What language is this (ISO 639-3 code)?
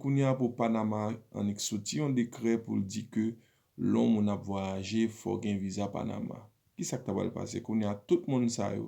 hat